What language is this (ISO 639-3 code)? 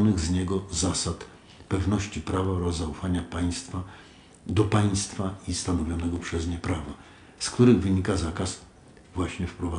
pol